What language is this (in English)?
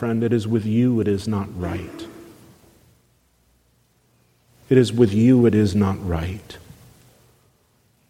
English